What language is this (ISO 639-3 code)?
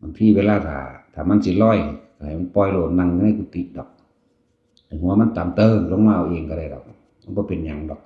tts